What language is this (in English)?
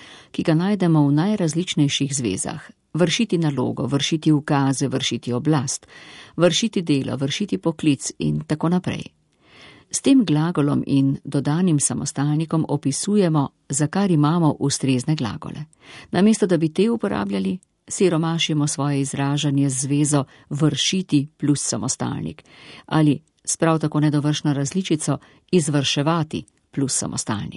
Slovenian